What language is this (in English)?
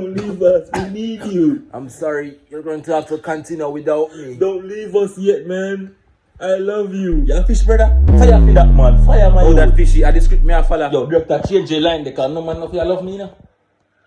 Jamaican Creole English